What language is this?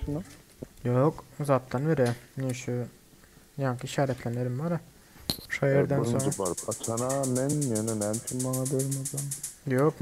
Turkmen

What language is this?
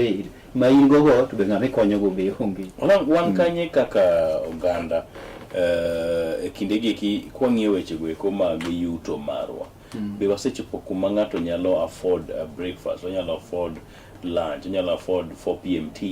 Luo (Kenya and Tanzania)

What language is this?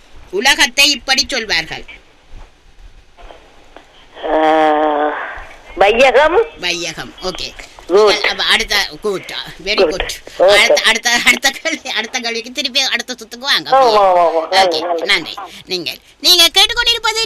Tamil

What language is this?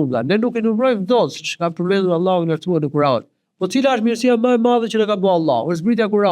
Albanian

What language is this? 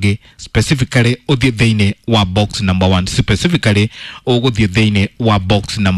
Kikuyu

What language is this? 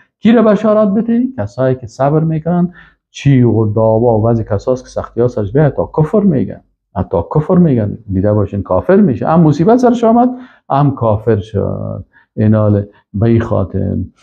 Persian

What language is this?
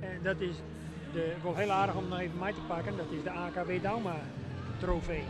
Western Frisian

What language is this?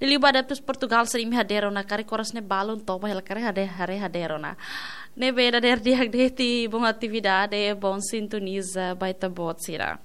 Tetum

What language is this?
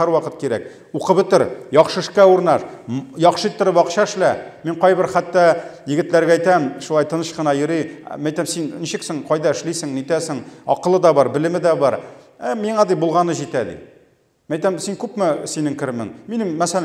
Tatar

